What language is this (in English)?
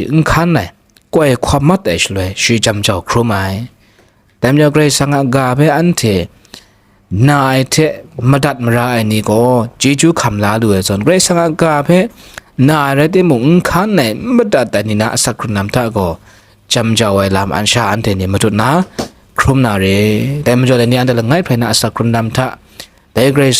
Kachin